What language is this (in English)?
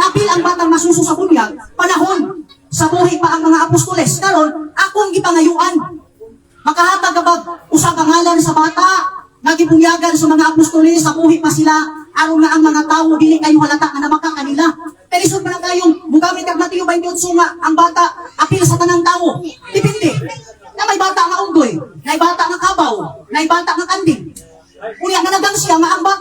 Cebuano